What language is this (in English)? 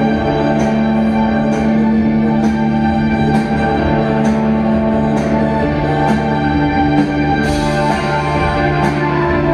Swedish